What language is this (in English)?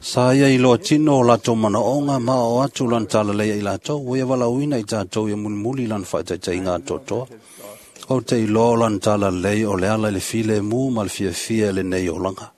Samoan